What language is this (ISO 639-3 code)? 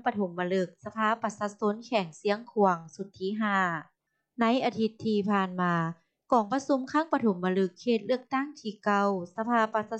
lao